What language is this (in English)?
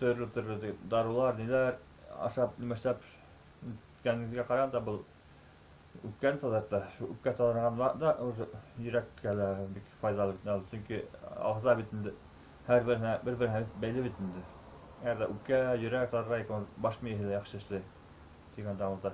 Bashkir